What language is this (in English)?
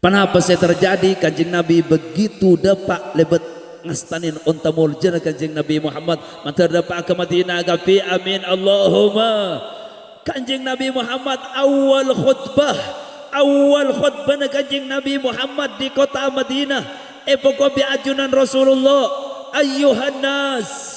Madurese